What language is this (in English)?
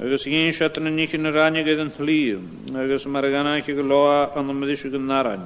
Scottish Gaelic